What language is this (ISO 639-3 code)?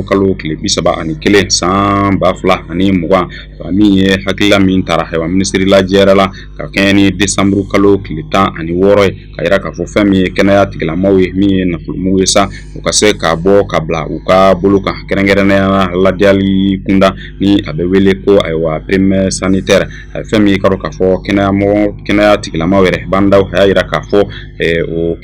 bam